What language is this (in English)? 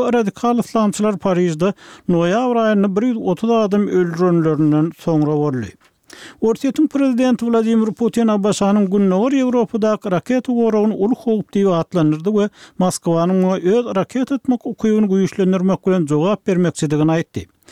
Turkmen